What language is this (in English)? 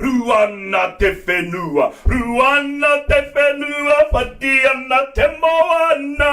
Māori